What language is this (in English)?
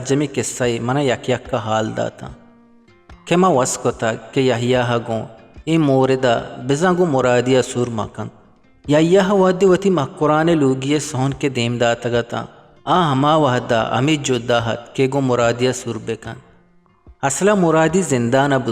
Eastern Balochi